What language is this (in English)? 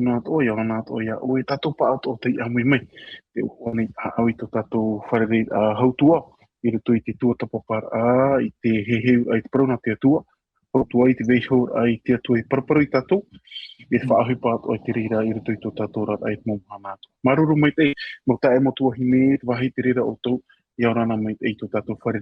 Tahitian